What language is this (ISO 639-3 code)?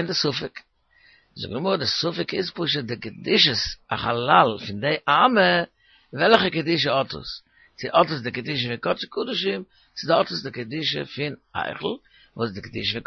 yid